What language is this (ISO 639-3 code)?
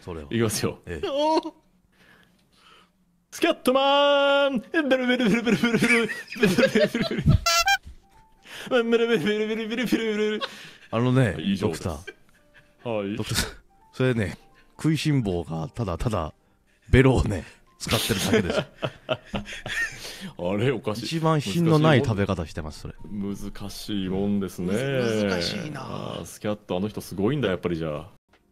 jpn